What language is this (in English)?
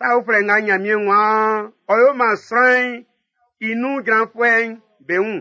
Baoulé